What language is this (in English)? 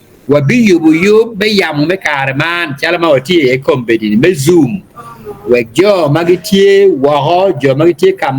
Acoli